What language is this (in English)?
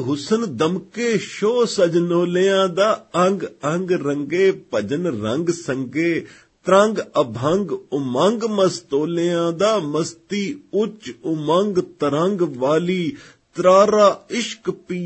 Punjabi